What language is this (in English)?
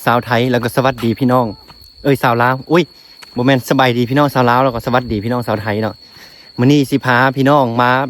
Lao